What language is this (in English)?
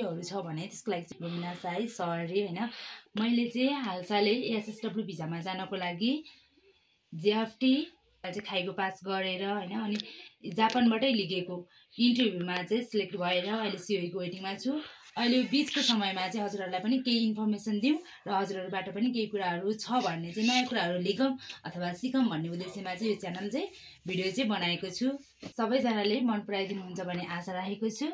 Nepali